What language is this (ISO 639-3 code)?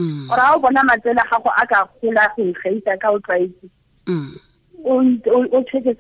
tsn